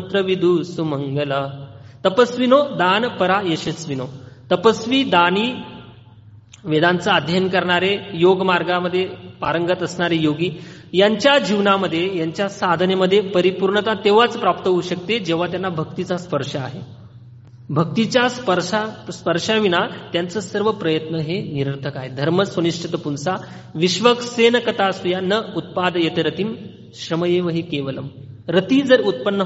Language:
Marathi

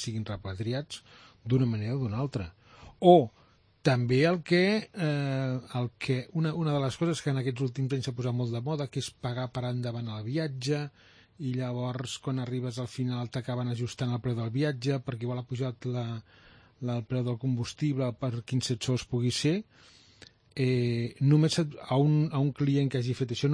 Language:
Catalan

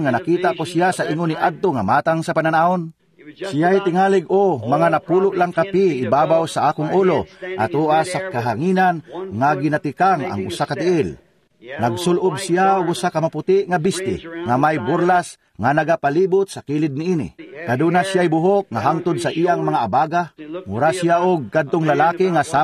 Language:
Cebuano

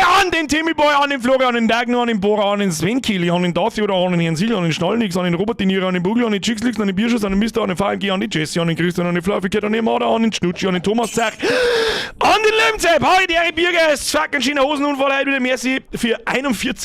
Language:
Bavarian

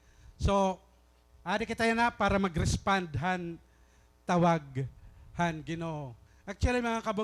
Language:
Waray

